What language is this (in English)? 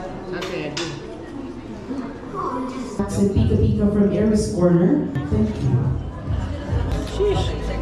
Filipino